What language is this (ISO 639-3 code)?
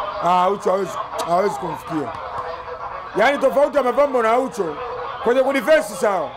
swa